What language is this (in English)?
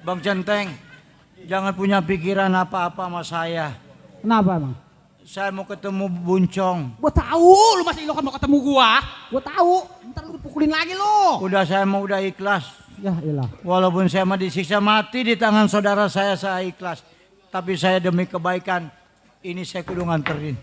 Betawi